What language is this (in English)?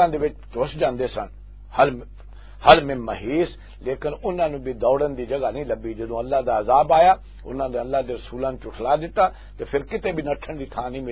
Western Panjabi